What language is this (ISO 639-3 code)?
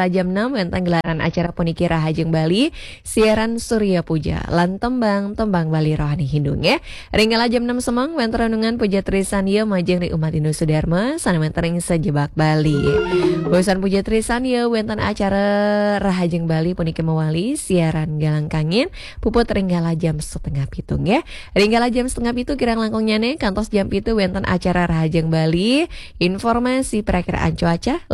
ban